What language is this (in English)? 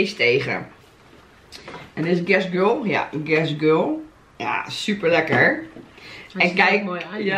Dutch